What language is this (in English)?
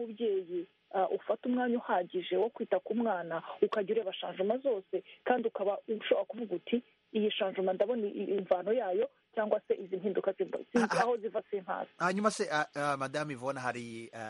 Kinyarwanda